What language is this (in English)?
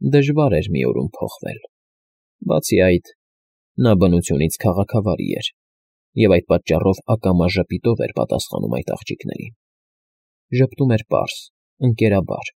Armenian